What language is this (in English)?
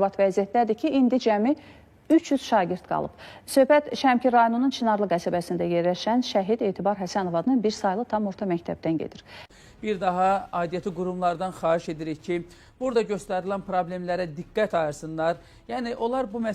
Azerbaijani